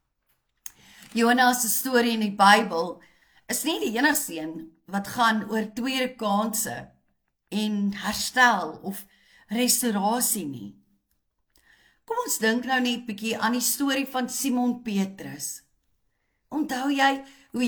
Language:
Afrikaans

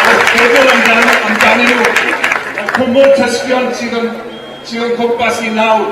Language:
Welsh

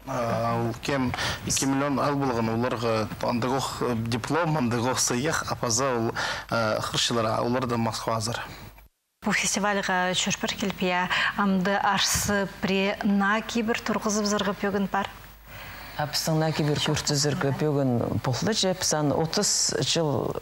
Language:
Khakas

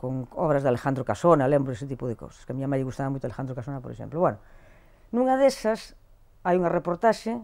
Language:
Galician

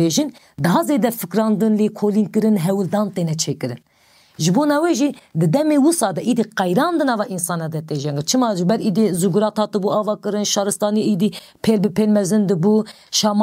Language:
Kurdish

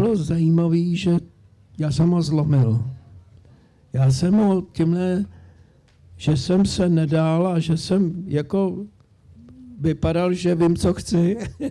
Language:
Czech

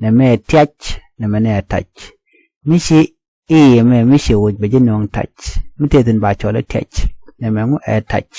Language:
Nuer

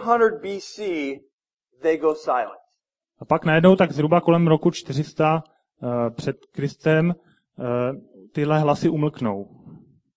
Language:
Czech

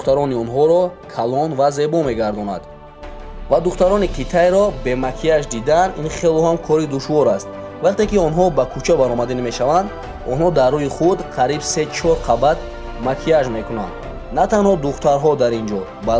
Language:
Tajik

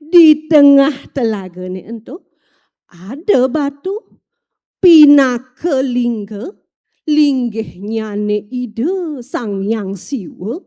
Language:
Balinese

